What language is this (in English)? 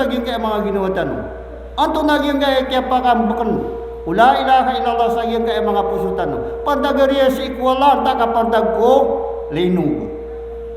Maranao